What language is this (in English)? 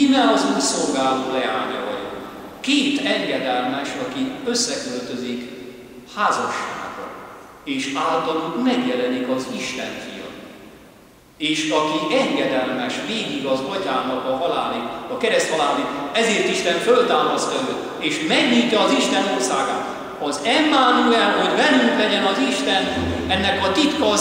Hungarian